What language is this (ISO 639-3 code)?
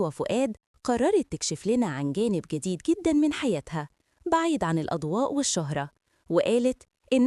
arz